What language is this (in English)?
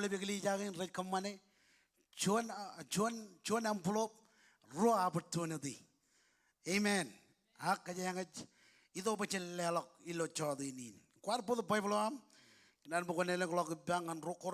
Marshallese